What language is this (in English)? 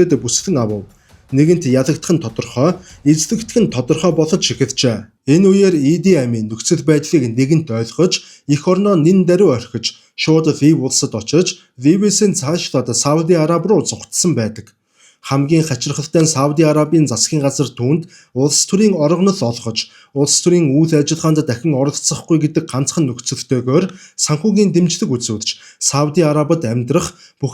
Mongolian